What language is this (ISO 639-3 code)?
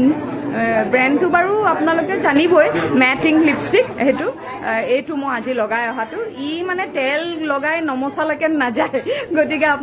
asm